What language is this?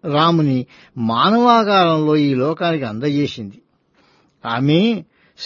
Telugu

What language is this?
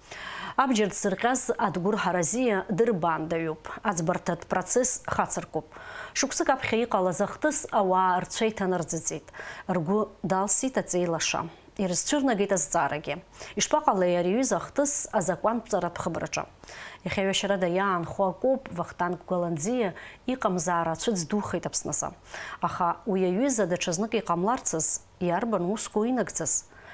Abkhazian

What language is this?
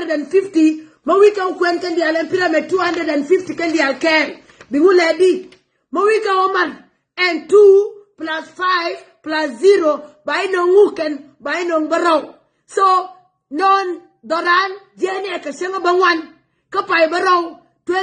Nuer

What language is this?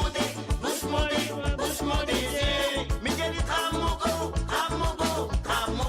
Morisyen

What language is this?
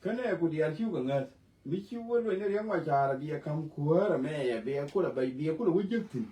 Nuer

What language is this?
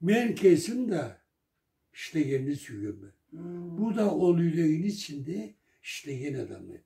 Karachay-Balkar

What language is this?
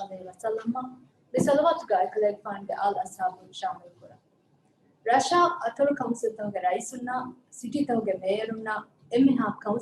Divehi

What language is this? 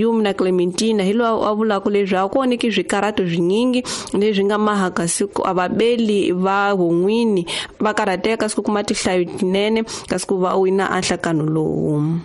Tsonga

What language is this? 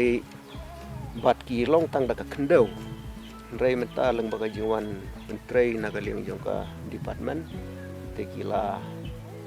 Khasi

